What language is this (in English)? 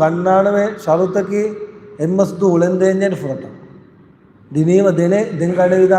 Divehi